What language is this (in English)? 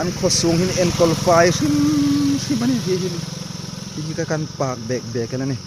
Hmar